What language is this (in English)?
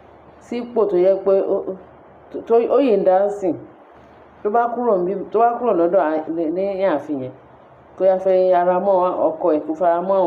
Yoruba